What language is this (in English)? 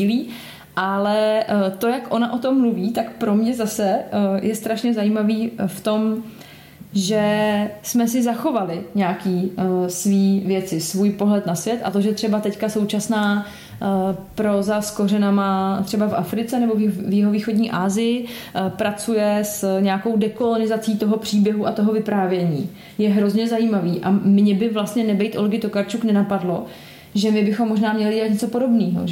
Czech